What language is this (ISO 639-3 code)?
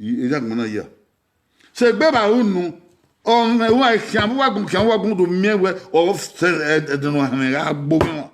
bin